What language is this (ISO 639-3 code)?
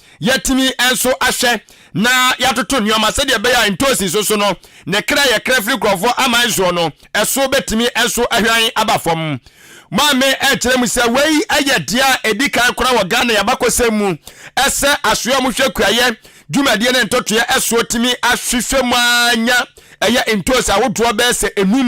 aka